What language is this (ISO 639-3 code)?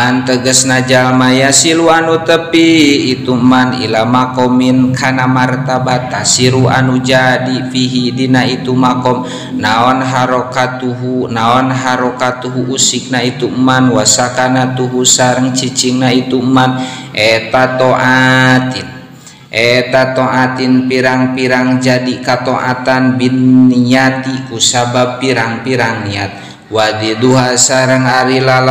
sun